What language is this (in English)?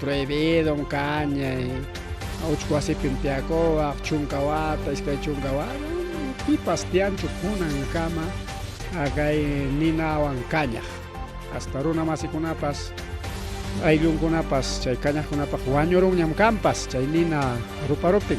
Ayacucho Quechua